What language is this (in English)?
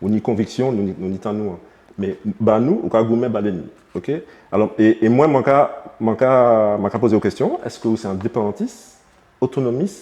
Guadeloupean Creole French